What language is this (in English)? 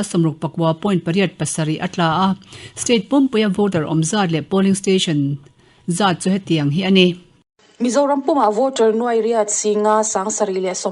Mizo